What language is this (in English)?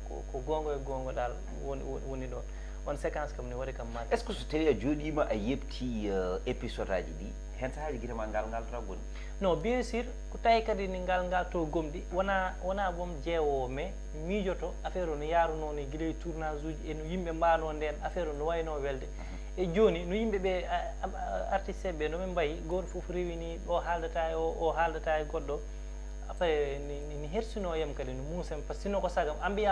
Fula